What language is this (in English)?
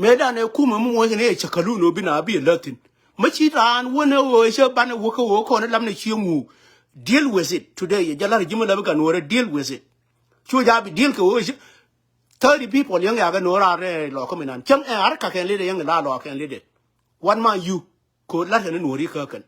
Nuer